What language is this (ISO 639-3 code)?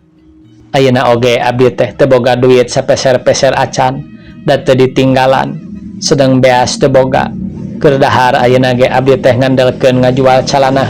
sun